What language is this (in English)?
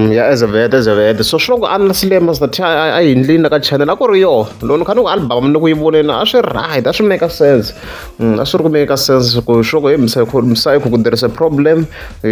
Tsonga